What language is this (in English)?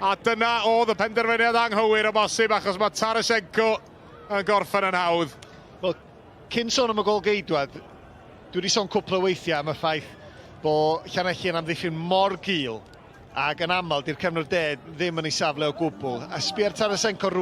Welsh